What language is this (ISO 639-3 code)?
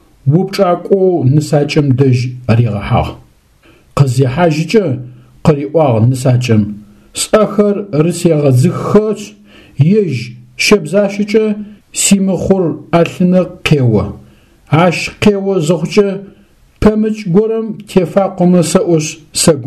ady